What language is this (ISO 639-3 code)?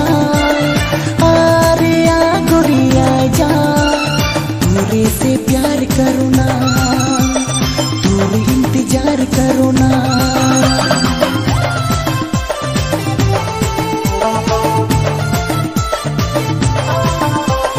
sck